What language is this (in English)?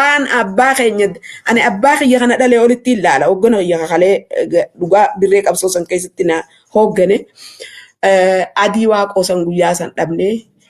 Oromo